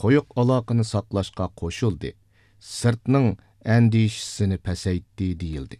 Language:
Uyghur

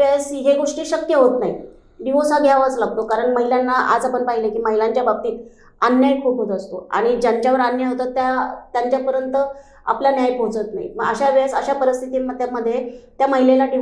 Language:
Marathi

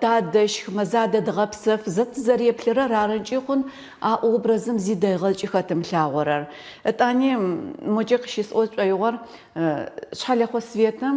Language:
Adyghe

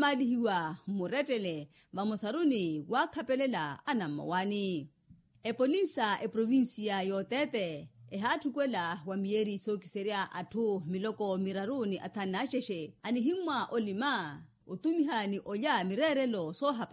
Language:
Makhuwa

